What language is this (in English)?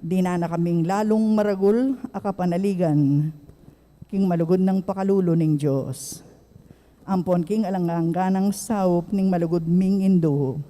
Pampanga